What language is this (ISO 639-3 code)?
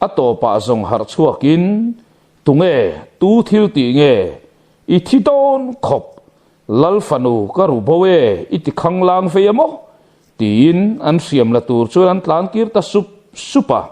lus